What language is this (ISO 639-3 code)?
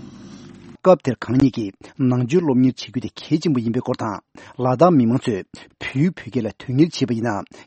bod